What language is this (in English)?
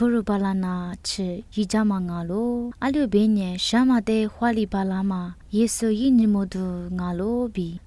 Lisu